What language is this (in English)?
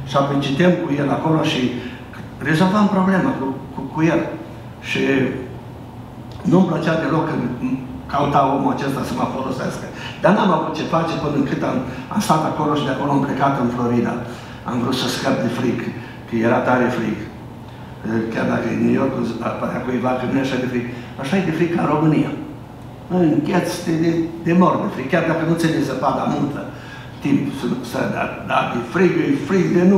Romanian